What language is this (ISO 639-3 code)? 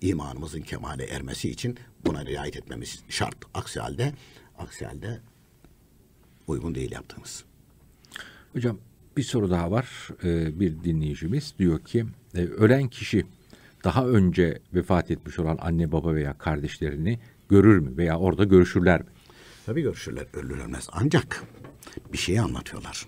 tur